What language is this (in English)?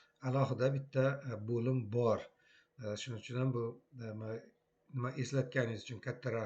Uzbek